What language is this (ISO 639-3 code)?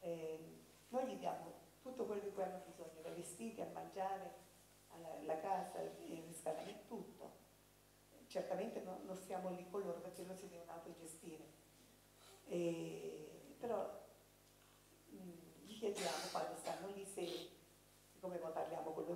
ita